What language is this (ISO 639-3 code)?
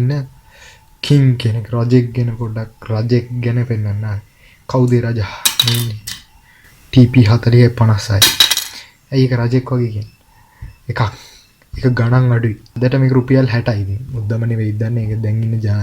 sin